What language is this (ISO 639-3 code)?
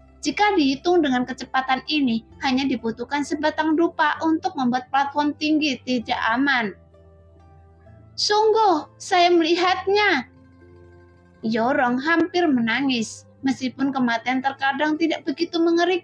ind